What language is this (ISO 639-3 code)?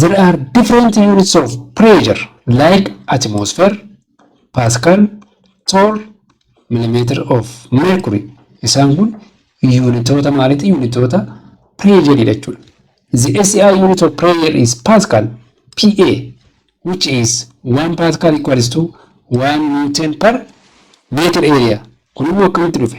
orm